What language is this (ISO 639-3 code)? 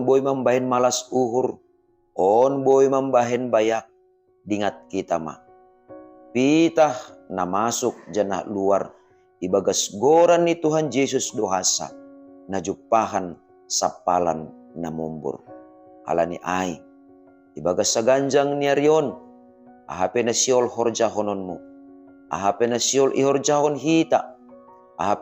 bts